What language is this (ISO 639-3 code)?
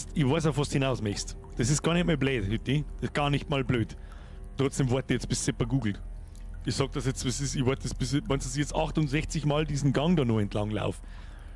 bar